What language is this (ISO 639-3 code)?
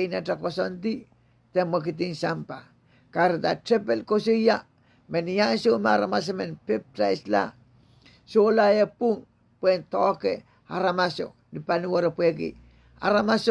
pon